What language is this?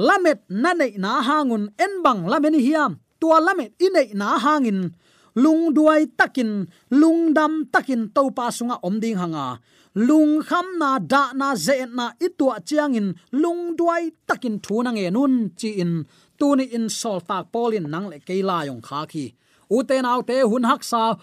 Tedim Chin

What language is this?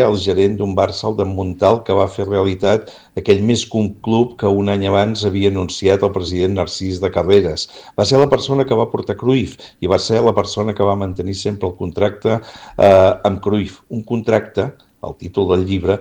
Catalan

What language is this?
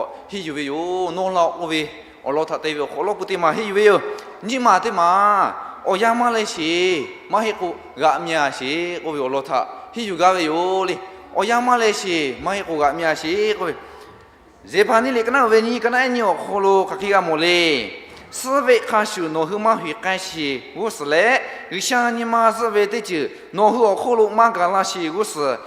Lahu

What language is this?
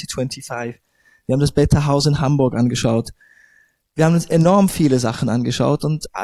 German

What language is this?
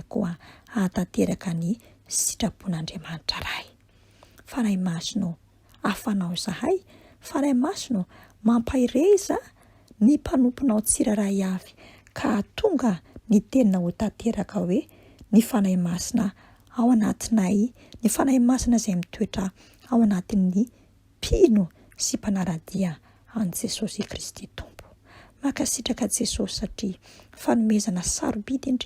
Malagasy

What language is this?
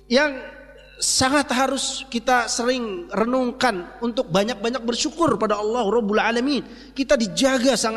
Indonesian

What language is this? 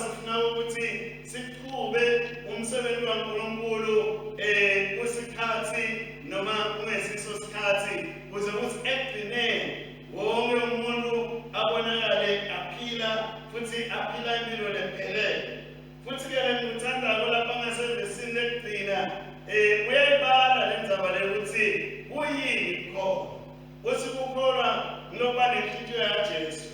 Swati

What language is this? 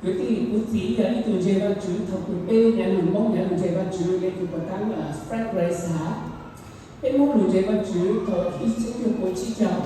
Hmong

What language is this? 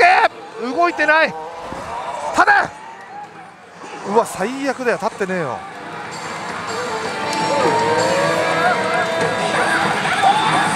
Japanese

